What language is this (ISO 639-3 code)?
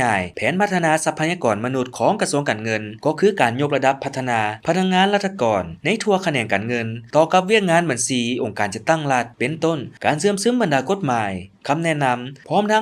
lao